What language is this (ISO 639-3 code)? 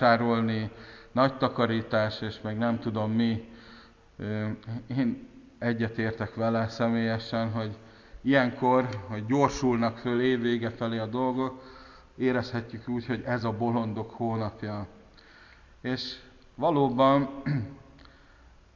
hun